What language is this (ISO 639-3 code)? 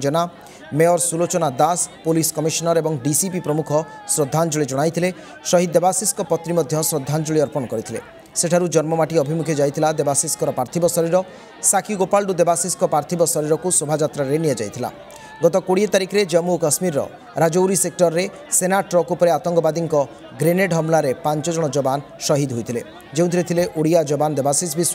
ori